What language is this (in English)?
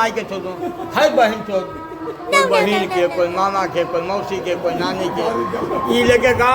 Magahi